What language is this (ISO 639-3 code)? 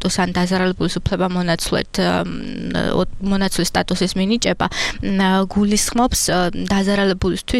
kat